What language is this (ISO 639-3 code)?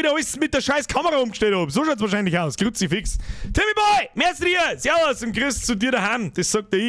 bar